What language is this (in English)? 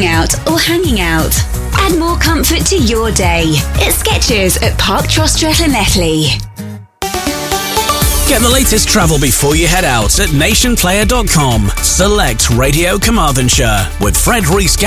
English